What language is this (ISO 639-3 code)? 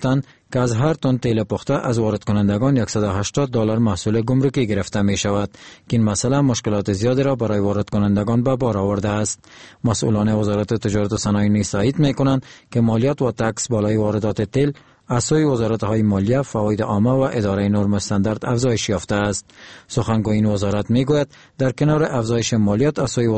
fas